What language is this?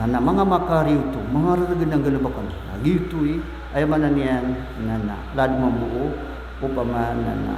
Maranao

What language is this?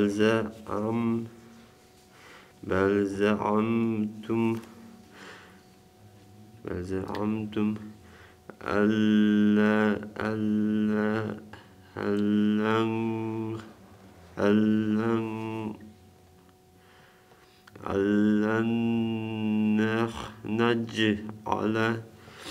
Arabic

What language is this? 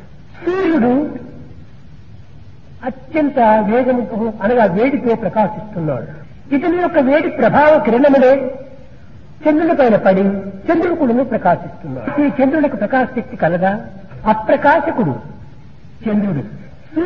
Telugu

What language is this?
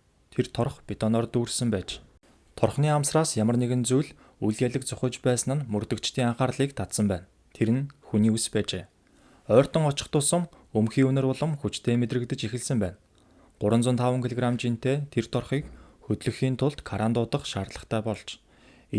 Mongolian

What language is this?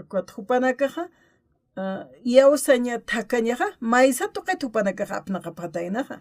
Aymara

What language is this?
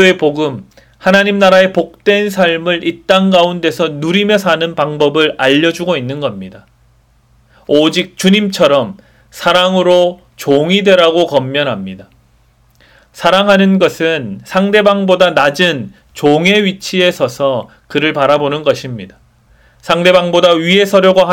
Korean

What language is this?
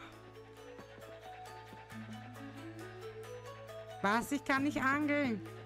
German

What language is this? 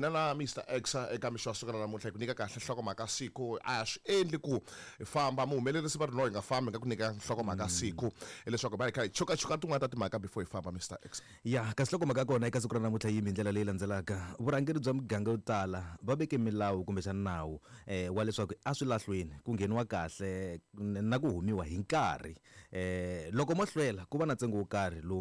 Tsonga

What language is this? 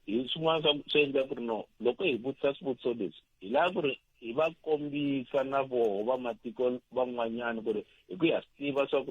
Tsonga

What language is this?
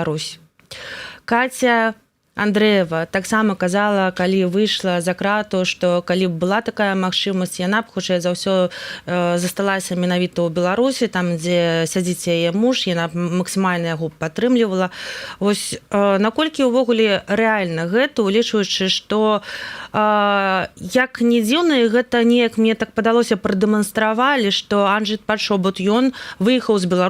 Belarusian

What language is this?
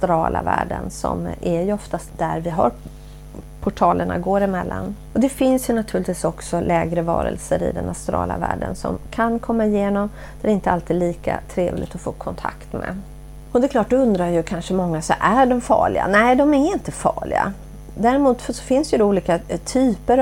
Swedish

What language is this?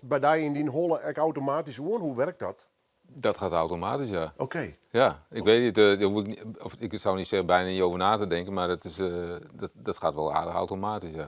Western Frisian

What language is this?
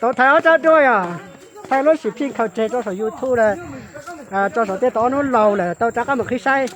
Hmong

